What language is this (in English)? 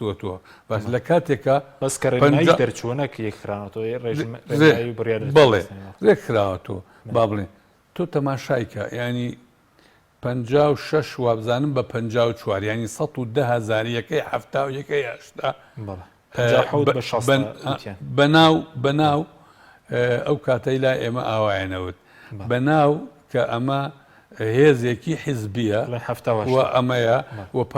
Central Kurdish